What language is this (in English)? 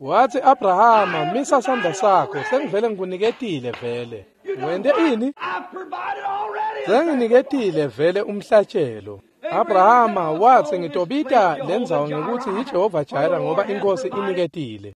Swati